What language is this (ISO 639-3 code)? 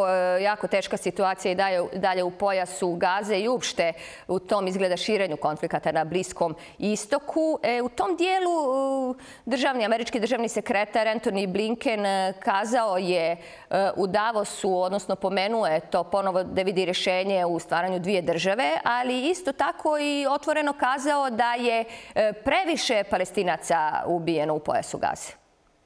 srp